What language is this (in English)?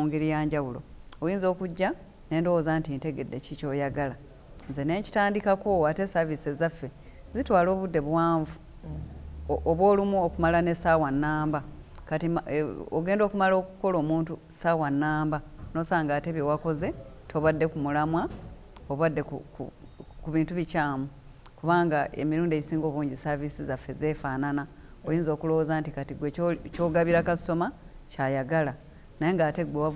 Ganda